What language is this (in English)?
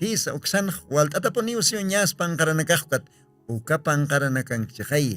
Aymara